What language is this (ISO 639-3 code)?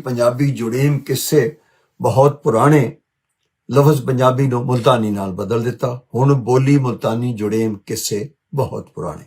lah